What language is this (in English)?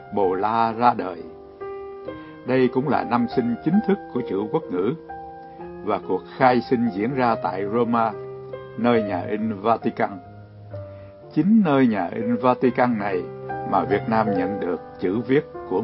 Vietnamese